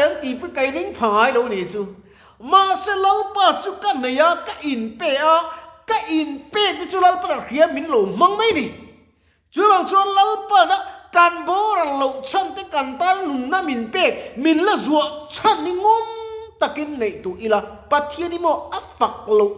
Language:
Mizo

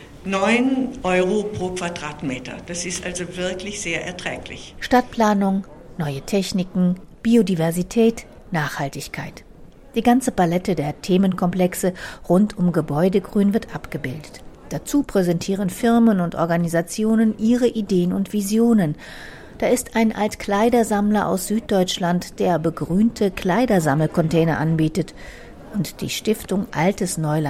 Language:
German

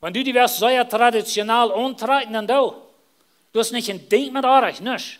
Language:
Plautdietsch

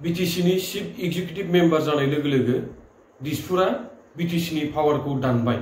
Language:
Bodo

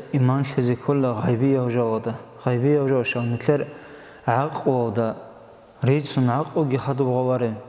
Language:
Avaric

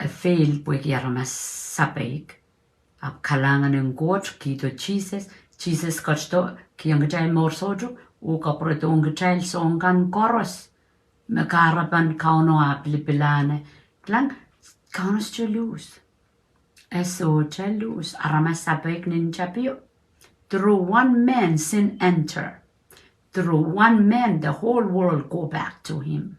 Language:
Pohnpeian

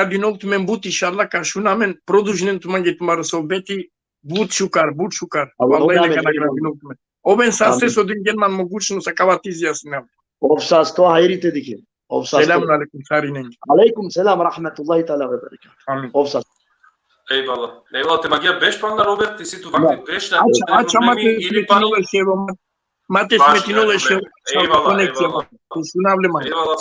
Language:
Balkan Romani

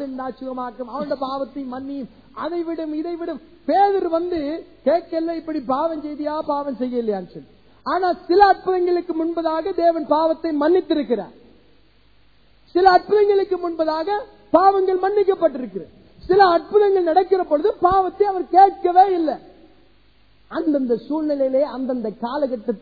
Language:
Tamil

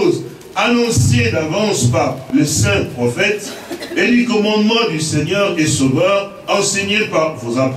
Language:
French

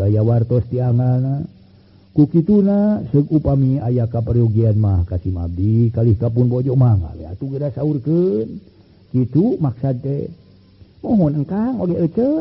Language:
Sundanese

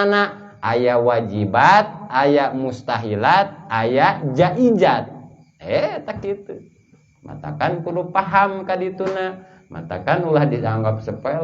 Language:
Sundanese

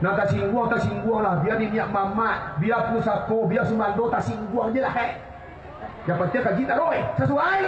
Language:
Minangkabau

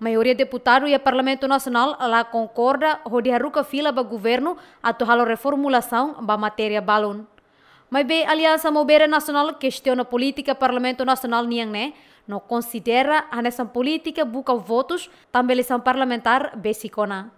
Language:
Tetum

